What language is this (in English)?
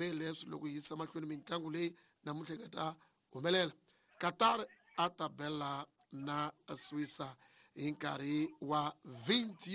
Tsonga